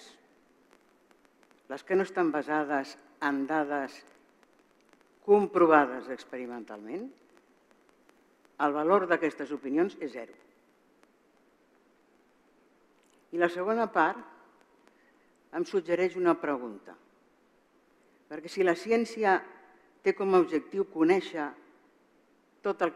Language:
Catalan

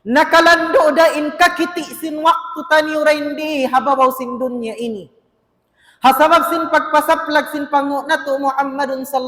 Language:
Tausug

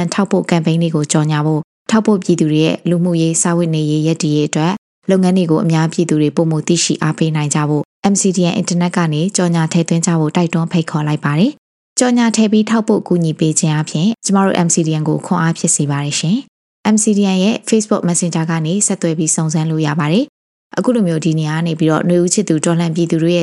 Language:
Burmese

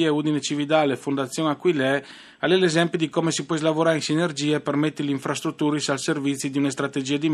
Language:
Friulian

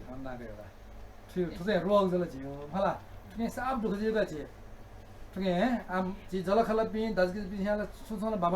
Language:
Newari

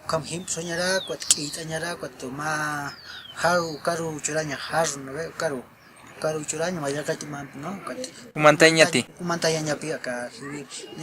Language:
Aymara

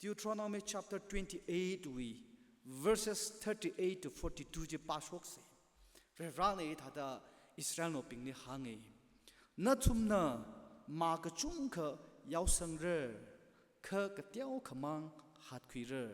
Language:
Tangkhul Naga (India)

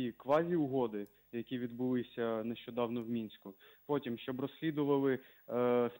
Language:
Ukrainian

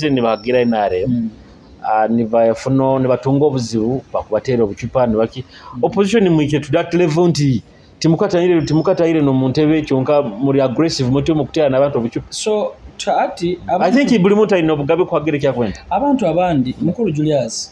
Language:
Nyoro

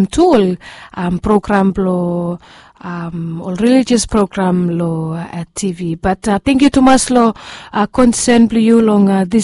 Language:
Bislama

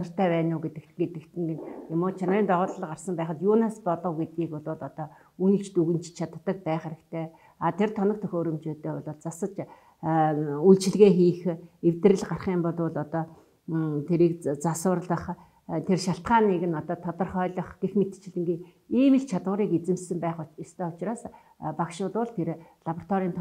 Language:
Mongolian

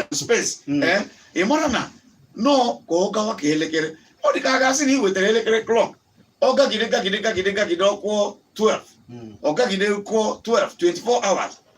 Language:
Igbo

